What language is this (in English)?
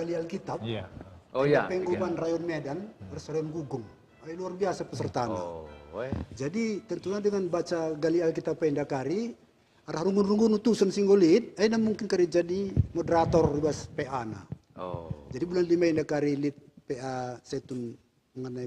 Batak Karo